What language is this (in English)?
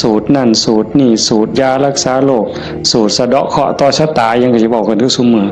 Northeastern Thai